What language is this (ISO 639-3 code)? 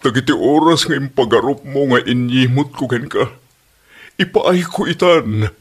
ilo